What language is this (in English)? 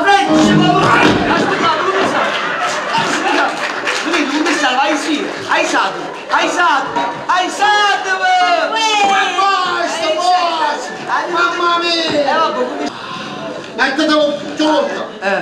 Neapolitan